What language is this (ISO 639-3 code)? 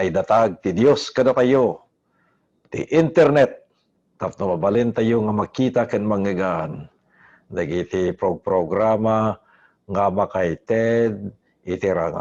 ilo